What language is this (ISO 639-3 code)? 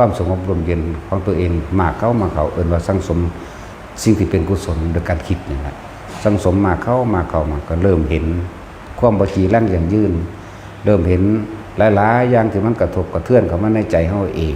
tts